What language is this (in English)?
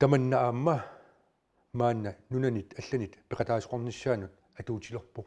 Kalaallisut